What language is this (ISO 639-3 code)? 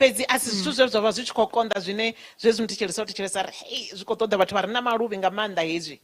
ven